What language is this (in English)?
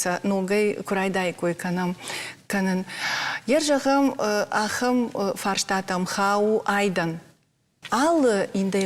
Ossetic